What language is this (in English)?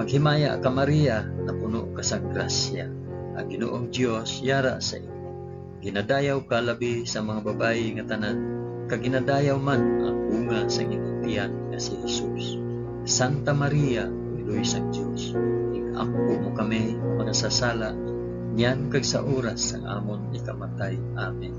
Hiligaynon